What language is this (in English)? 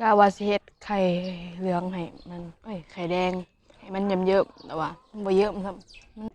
Northeastern Thai